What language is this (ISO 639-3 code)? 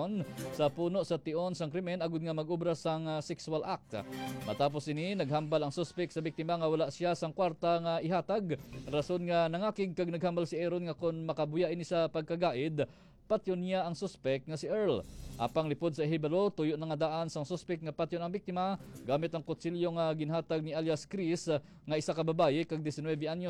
hil